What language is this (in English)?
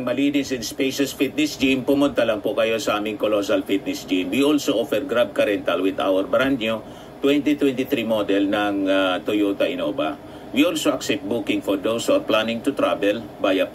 Filipino